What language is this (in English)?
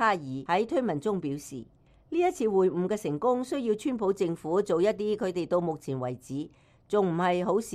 Cantonese